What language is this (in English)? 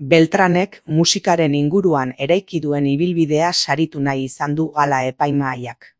Basque